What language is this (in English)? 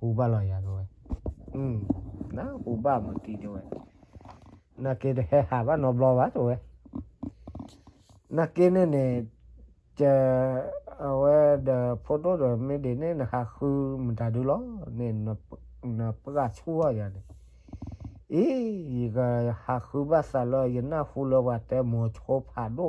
S'gaw Karen